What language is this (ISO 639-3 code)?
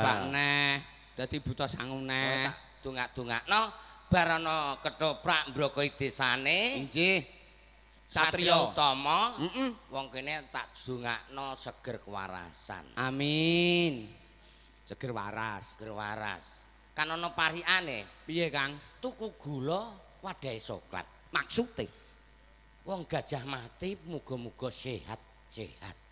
jav